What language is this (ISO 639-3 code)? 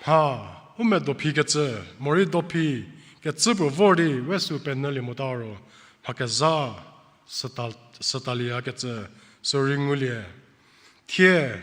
njm